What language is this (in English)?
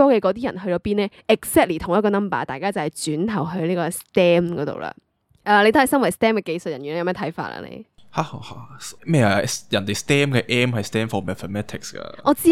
Cantonese